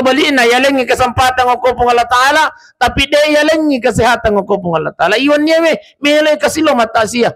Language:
Buginese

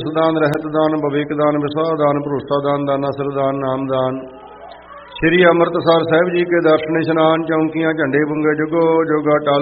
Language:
Punjabi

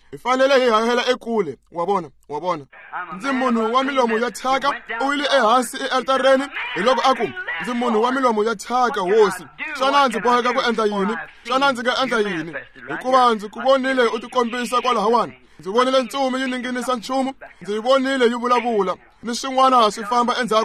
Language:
Tsonga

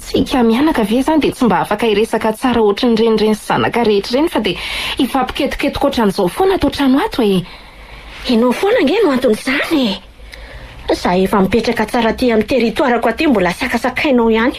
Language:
Malagasy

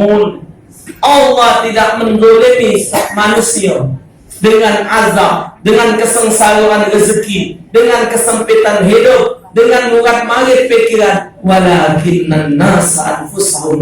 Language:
Musi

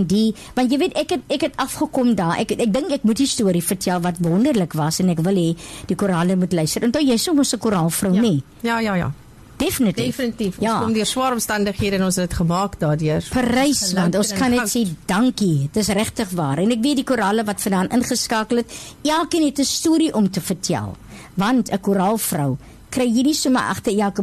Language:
Afrikaans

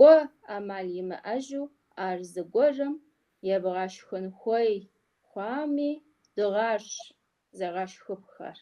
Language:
Kabardian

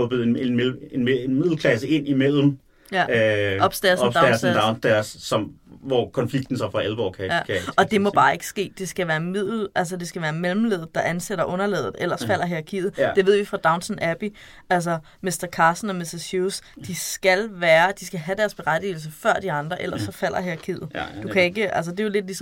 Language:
Danish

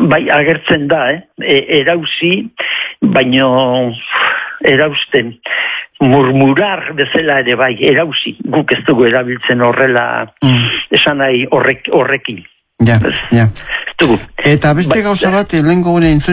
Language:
Basque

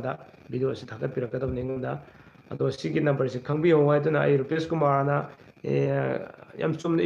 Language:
Manipuri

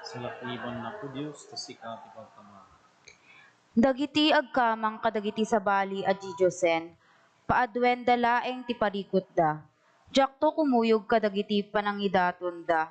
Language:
Iloko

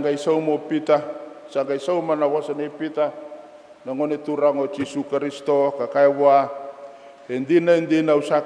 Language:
Fijian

